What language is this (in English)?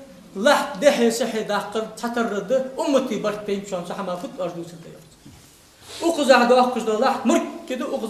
Ingush